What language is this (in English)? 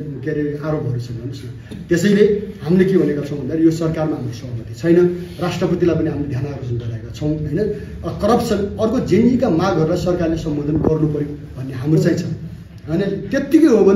Nepali